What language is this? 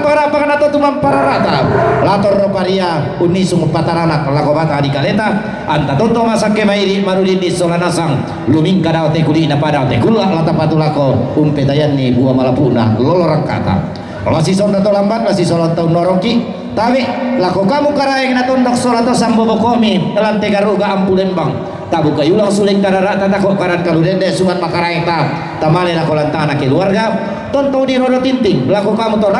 Toraja-Sa'dan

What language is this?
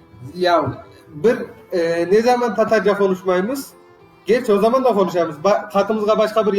Crimean Tatar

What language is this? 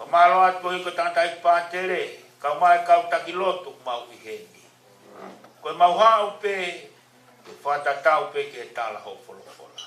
Tongan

